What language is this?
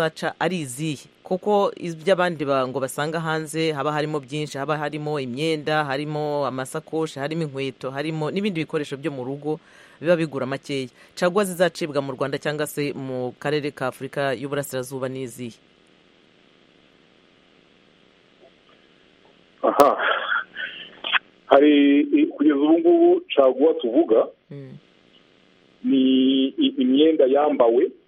Kinyarwanda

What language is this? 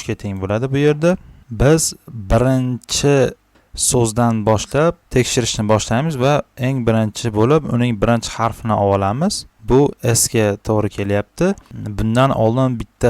Uzbek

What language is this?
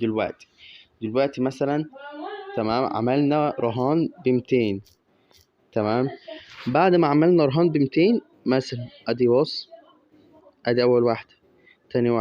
Egyptian Arabic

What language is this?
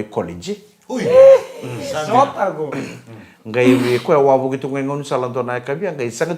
Fijian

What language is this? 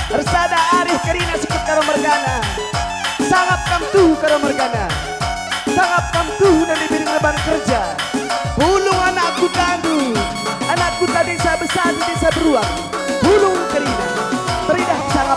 Batak Karo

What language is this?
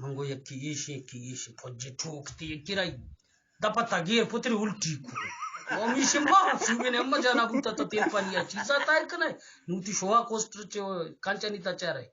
Eastern Balochi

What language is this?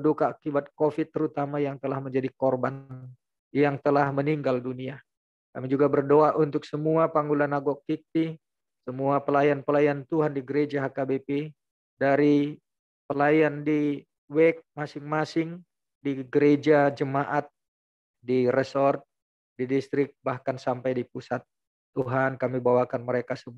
Indonesian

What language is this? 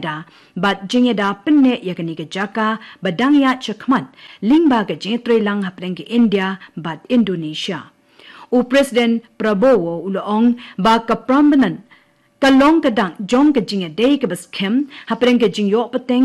Khasi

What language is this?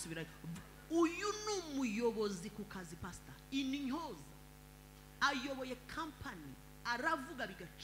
Kinyarwanda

